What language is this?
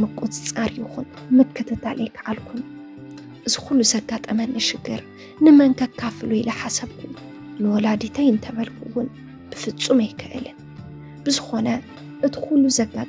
Tigrinya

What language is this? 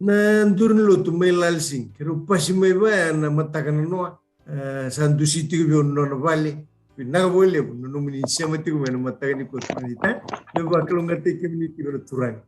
Fijian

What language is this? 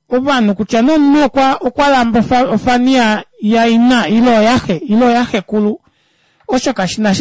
Kuanyama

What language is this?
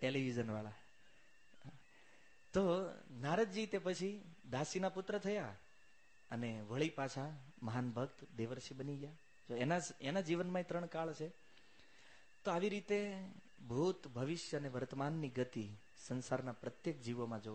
Gujarati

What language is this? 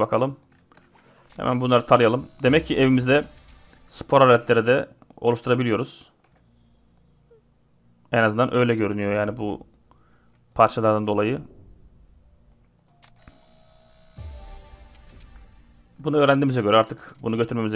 Turkish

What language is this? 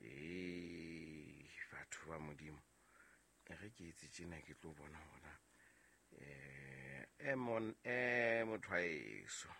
Southern Sotho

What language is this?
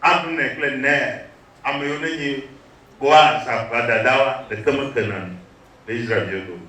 Ewe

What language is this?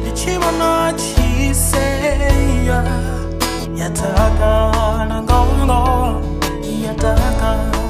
Venda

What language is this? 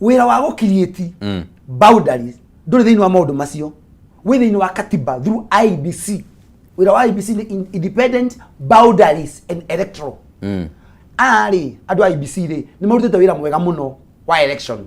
Kikuyu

